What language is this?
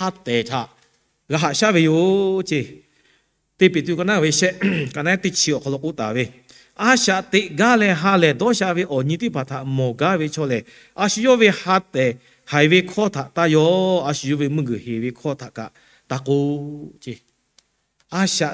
Lahu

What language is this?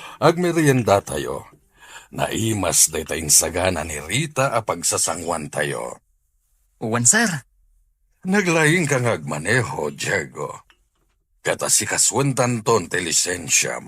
Iloko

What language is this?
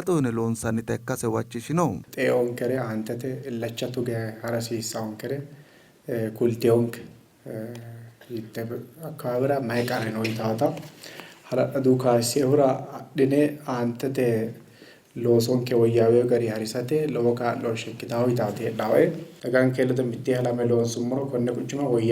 Sidamo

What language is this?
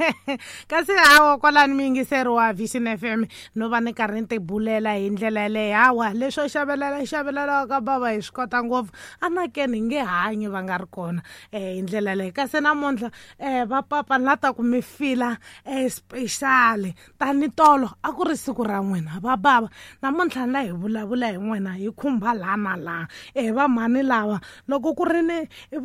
Tsonga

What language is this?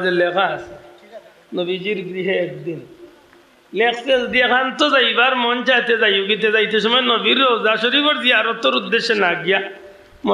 Sylheti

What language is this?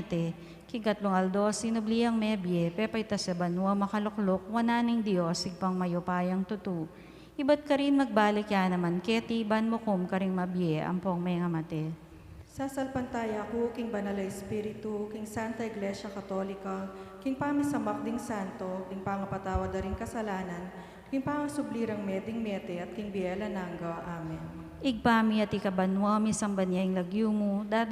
Pampanga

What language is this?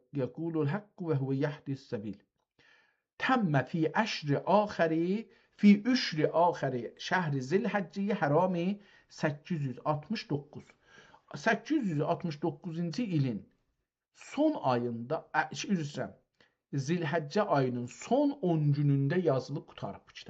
South Azerbaijani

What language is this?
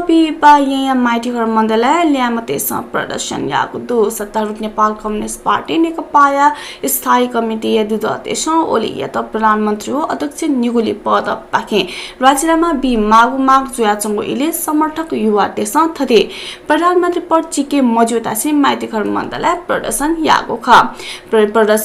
Newari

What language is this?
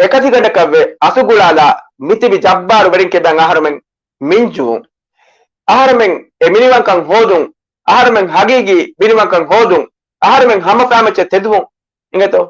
Divehi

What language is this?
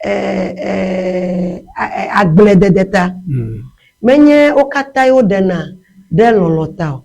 Ewe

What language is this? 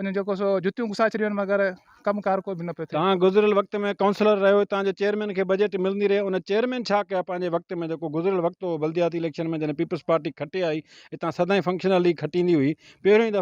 Sindhi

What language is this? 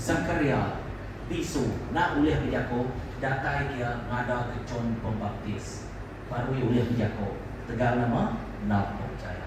Iban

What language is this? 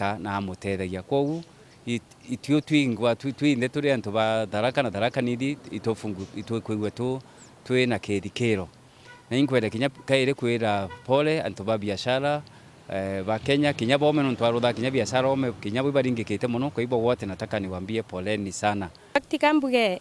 Meru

